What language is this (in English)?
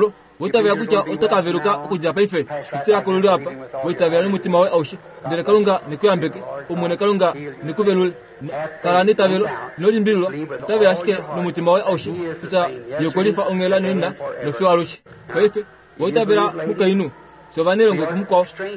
Kuanyama